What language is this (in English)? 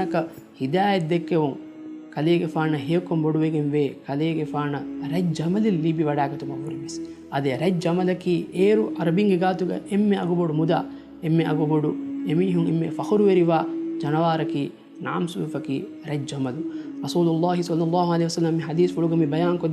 Divehi